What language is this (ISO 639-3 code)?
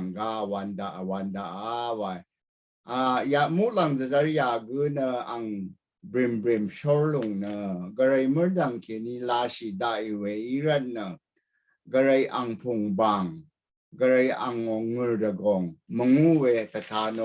raw